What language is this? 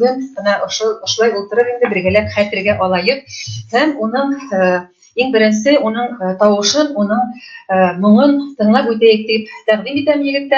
Bashkir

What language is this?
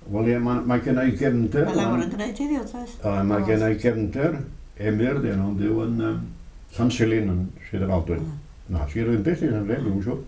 Welsh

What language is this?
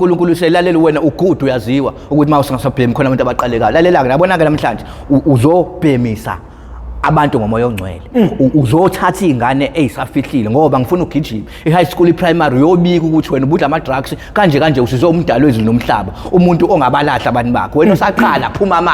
Zulu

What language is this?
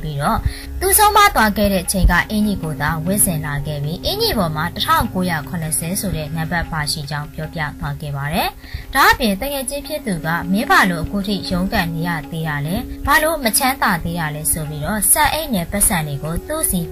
Burmese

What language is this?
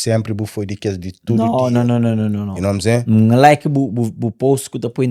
Kabuverdianu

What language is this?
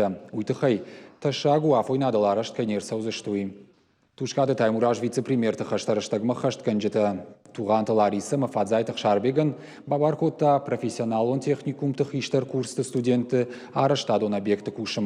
Ossetic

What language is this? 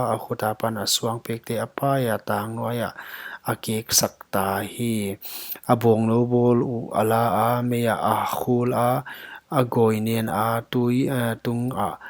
Paite Chin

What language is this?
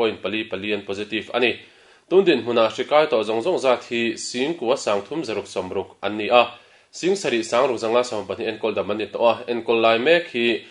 Mizo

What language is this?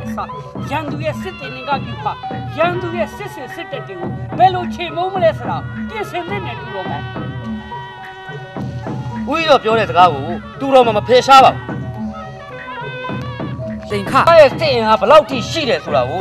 Burmese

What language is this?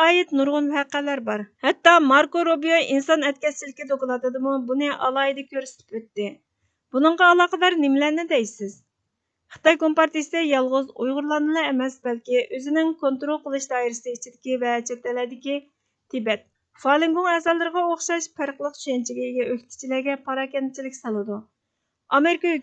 Uyghur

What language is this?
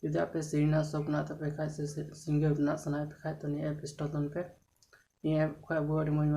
Santali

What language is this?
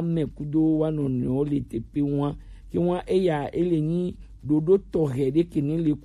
Gen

